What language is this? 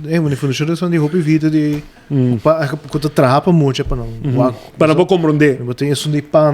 Papiamento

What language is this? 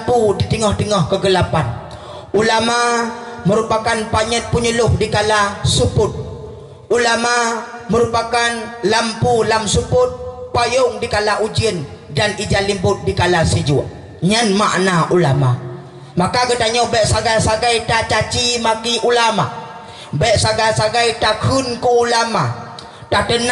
Achinese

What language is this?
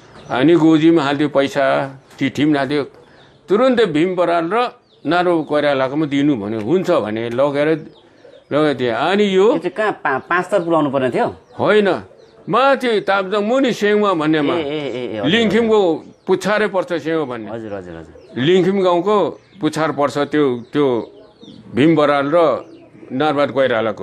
Nepali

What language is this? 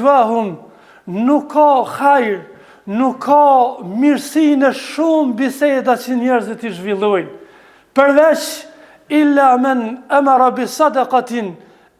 Albanian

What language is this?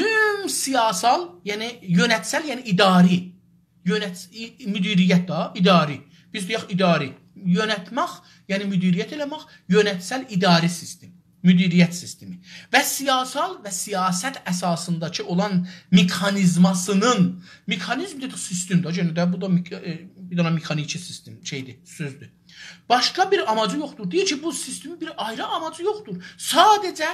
South Azerbaijani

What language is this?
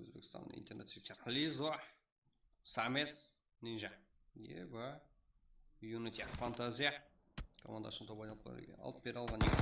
Kara-Kalpak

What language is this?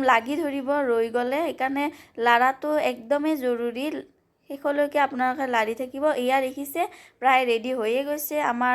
Assamese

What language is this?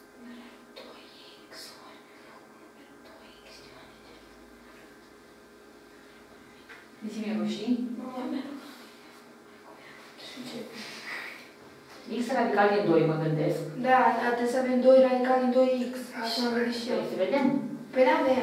Romanian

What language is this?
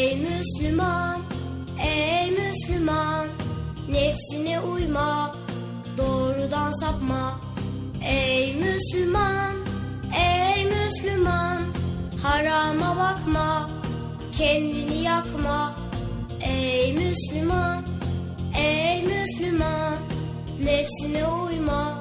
Turkish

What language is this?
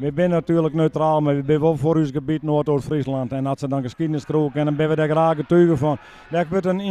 Western Frisian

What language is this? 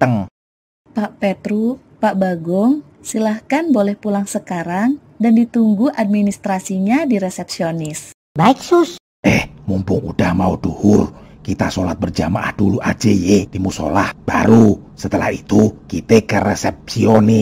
Betawi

